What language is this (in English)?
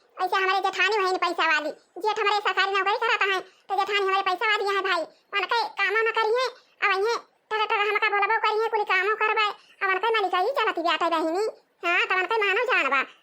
Awadhi